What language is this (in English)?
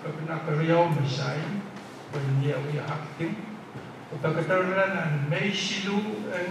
Pohnpeian